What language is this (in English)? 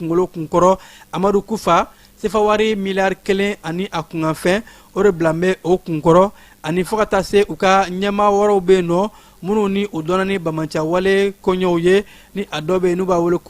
Bambara